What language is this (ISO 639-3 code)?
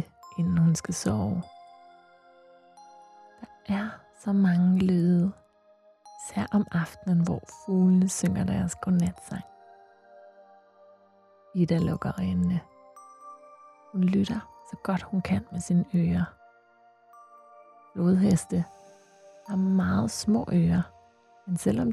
dan